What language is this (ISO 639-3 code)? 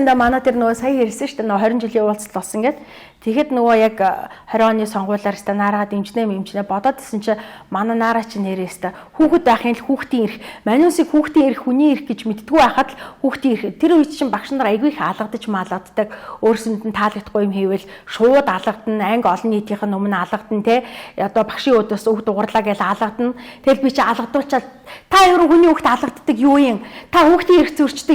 mon